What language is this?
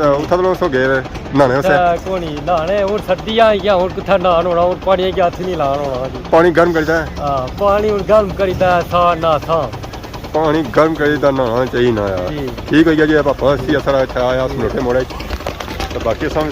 Pahari-Potwari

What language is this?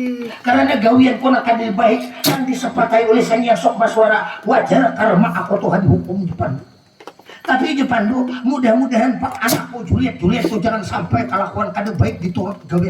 Banjar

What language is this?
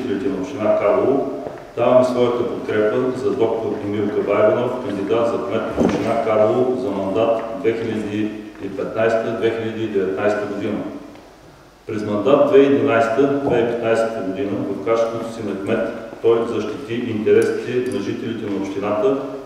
Bulgarian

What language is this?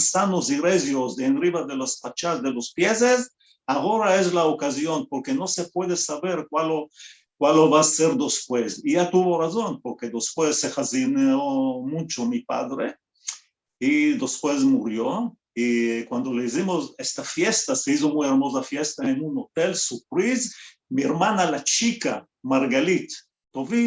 Ladino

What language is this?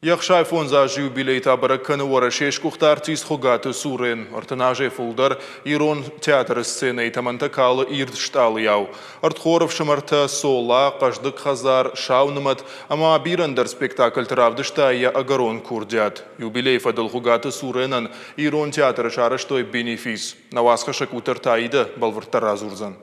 Ossetic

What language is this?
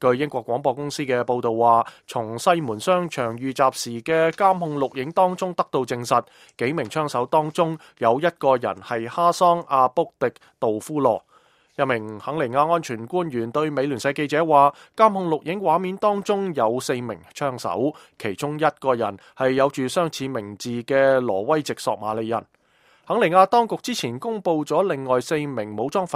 Cantonese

